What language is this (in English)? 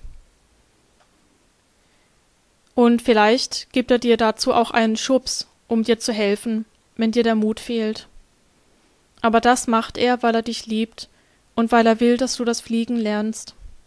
German